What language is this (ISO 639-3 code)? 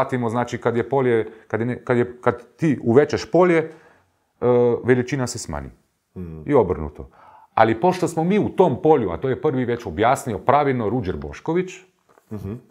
hrv